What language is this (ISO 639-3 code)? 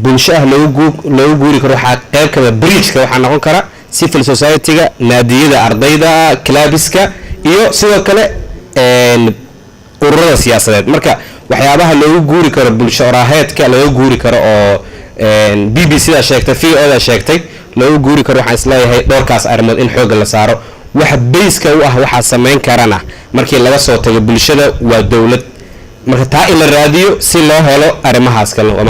som